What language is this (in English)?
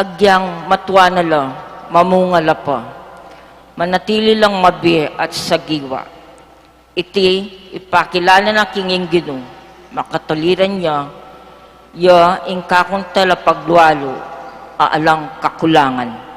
Pampanga